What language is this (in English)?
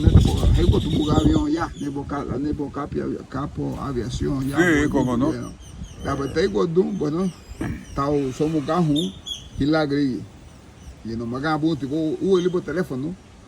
Garifuna